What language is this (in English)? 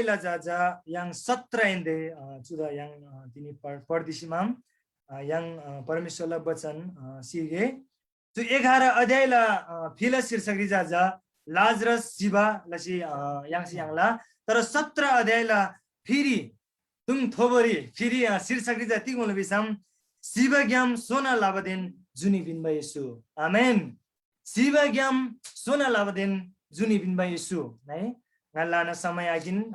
Eastern Tamang